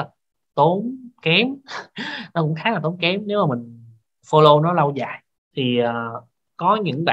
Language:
Vietnamese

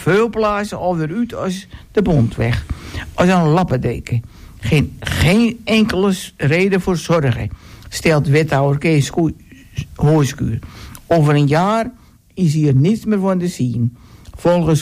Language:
Dutch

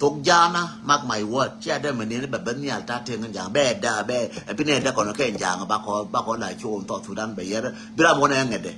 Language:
Nuer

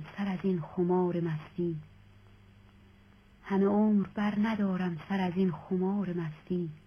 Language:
Persian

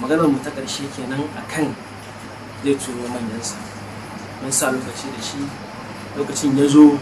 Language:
Hausa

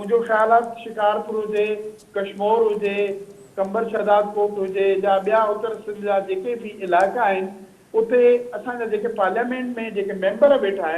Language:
Sindhi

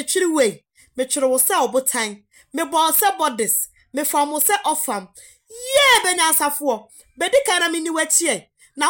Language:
Akan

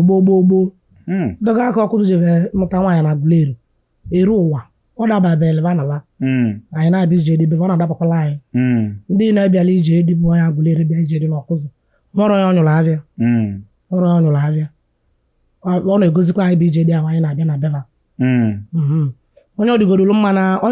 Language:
Igbo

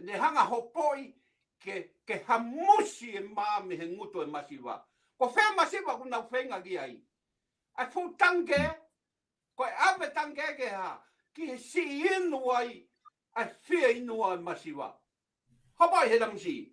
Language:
Tongan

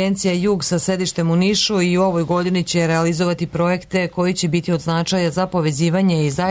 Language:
Serbian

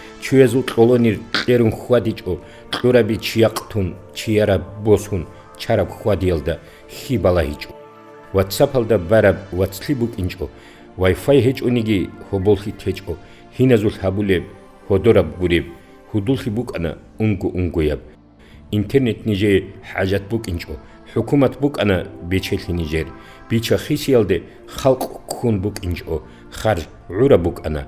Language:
Avaric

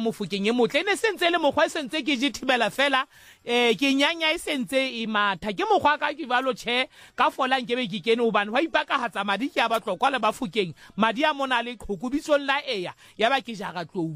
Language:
Southern Sotho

